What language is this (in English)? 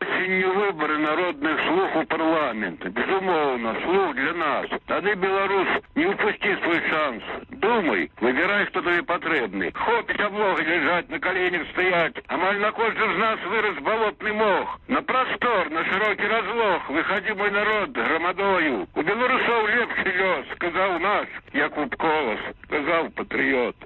Belarusian